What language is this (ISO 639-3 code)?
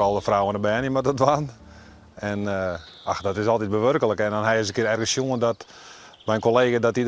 fry